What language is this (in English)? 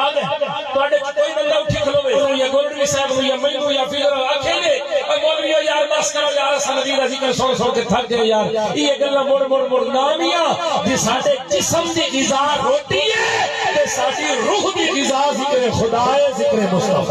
Saraiki